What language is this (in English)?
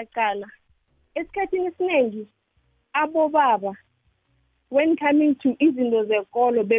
South Ndebele